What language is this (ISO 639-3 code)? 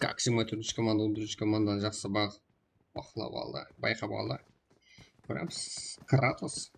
kaa